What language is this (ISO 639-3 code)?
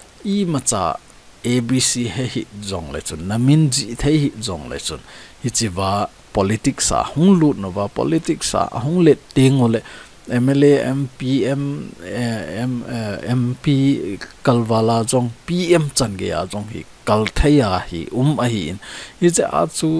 tcz